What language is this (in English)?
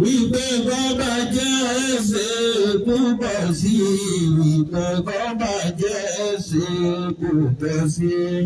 Yoruba